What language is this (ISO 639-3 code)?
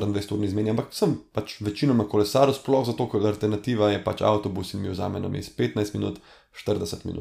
slv